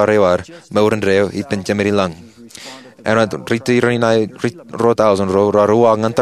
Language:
Marshallese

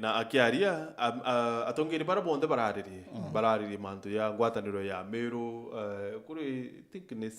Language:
Meru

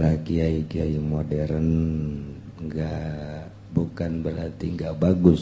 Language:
Sundanese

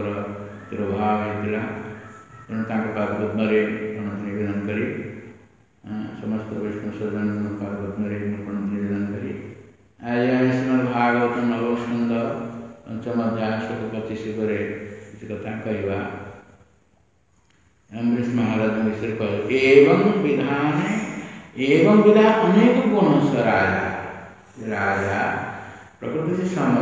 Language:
Odia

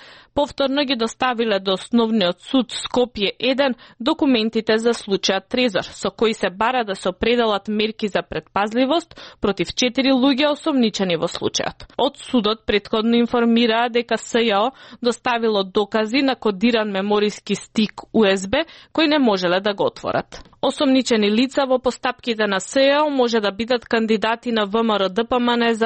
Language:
Macedonian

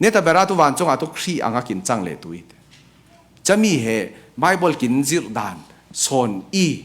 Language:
Falam Chin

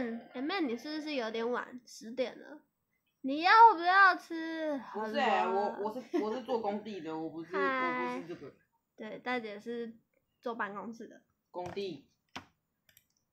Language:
Chinese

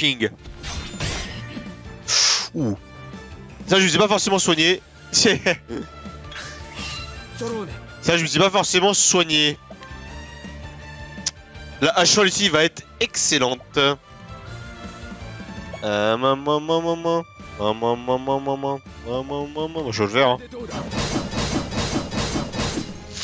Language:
French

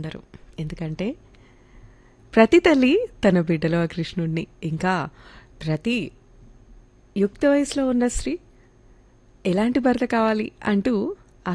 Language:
Telugu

